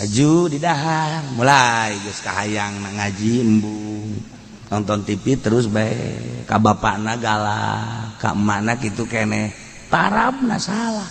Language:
Sundanese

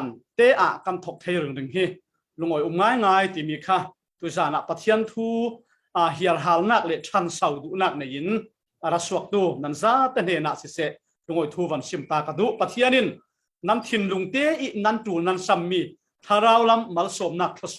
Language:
Falam Chin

